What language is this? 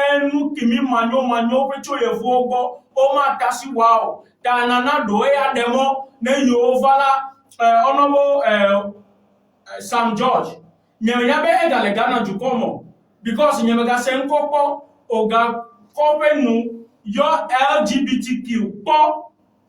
Ewe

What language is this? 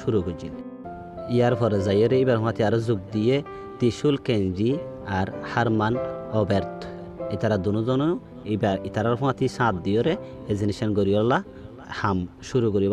Rohingya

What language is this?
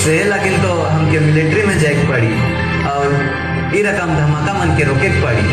Sadri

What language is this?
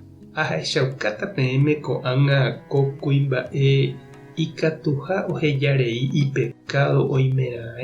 Guarani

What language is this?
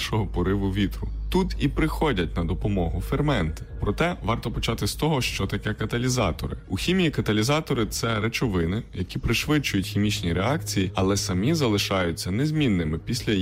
Ukrainian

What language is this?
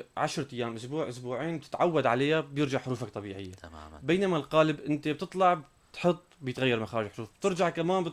North Levantine Arabic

